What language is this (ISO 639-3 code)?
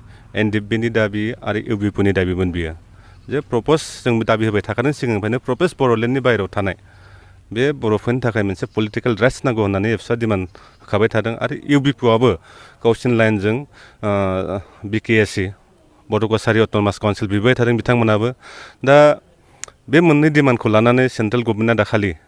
brx